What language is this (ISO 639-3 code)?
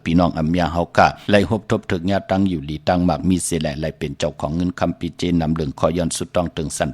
shn